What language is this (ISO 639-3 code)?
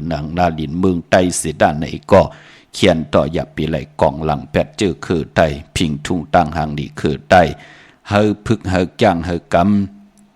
shn